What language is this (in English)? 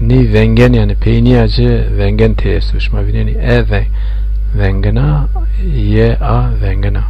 Zaza